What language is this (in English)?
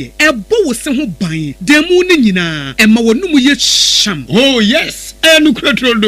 Akan